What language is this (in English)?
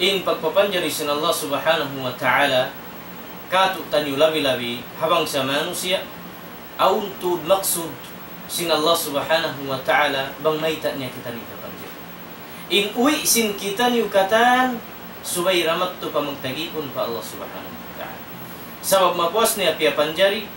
Tausug